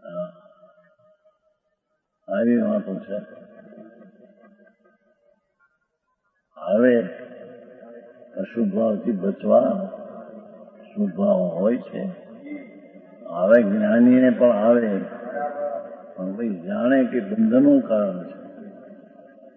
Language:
Gujarati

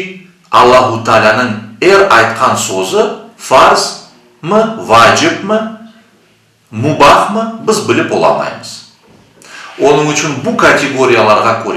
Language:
Crimean Tatar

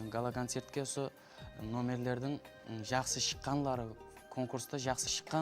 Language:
Kara-Kalpak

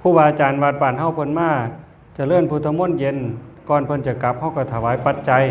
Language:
Northeastern Thai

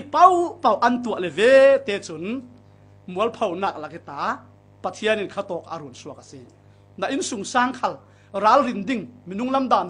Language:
Falam Chin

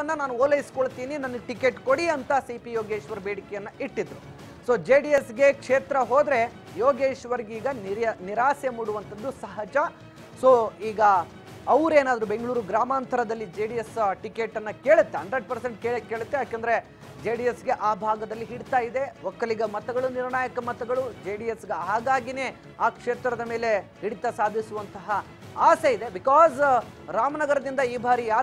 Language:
Kannada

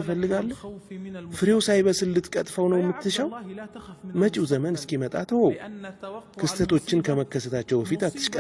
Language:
Amharic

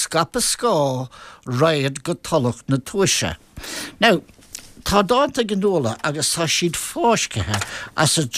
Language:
Irish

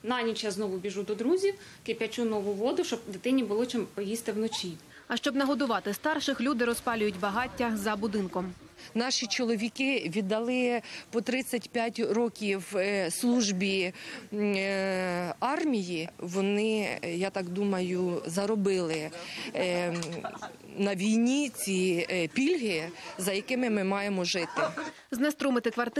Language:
Ukrainian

